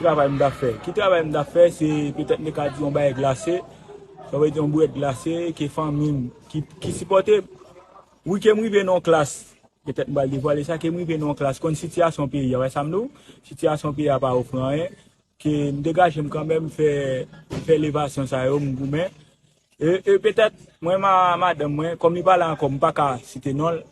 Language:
Haitian Creole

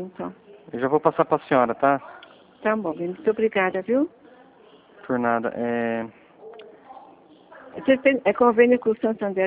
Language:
Portuguese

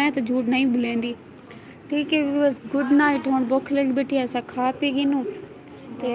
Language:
Saraiki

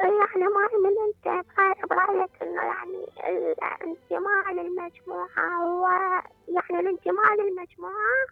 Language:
Mesopotamian Arabic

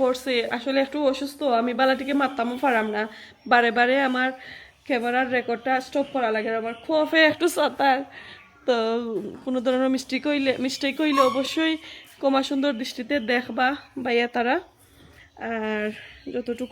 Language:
Sylheti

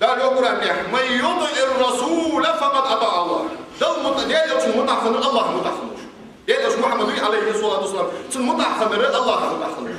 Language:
Ingush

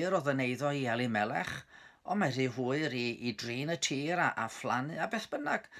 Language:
Welsh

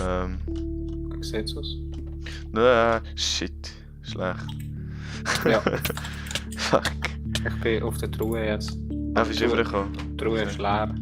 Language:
Swiss German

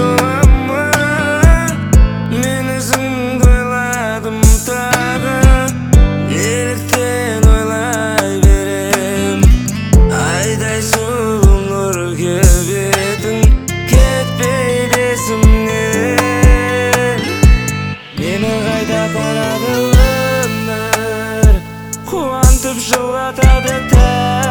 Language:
Kazakh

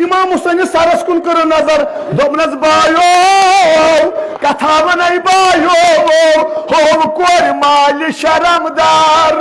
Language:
Kashmiri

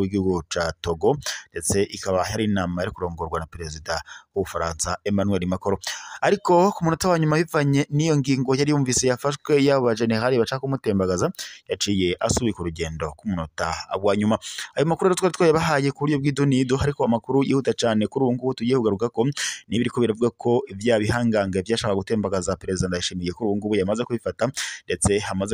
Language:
Rundi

